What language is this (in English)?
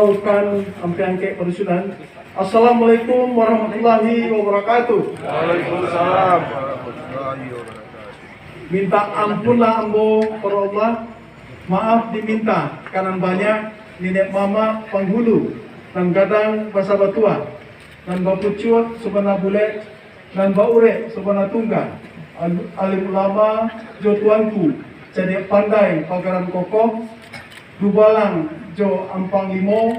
Minangkabau